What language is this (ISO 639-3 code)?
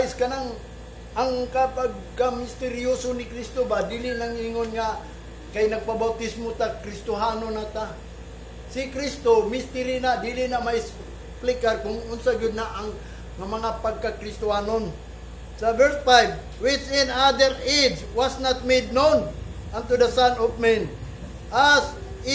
ceb